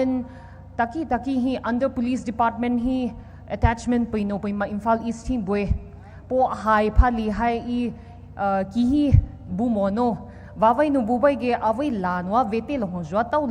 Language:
Poumei Naga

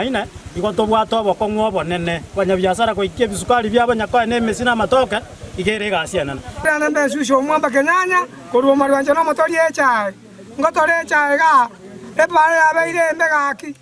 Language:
Gusii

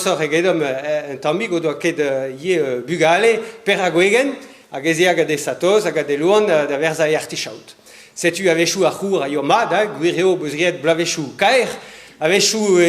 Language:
Breton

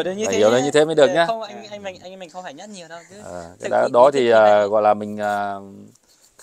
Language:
Vietnamese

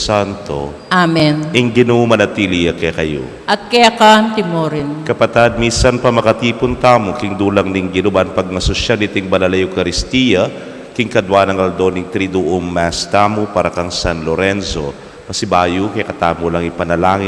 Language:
Pampanga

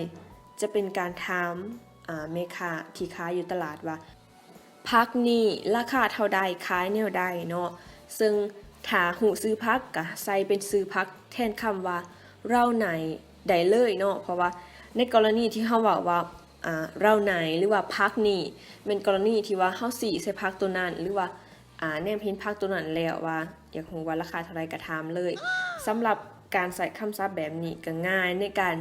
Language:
Lao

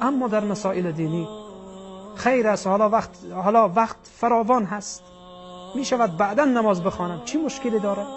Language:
Tajik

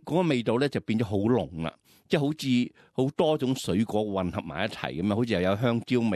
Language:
Cantonese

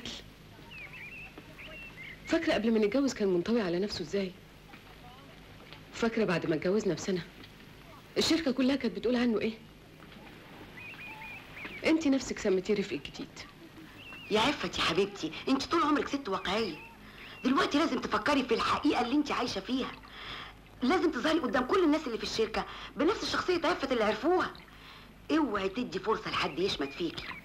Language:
Egyptian Arabic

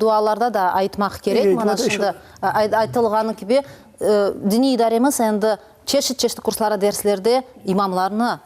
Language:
Crimean Tatar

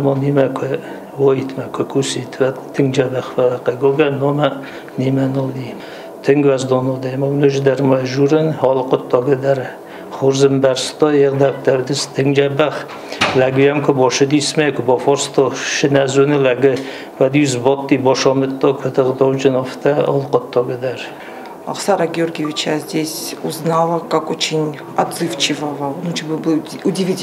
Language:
Ossetic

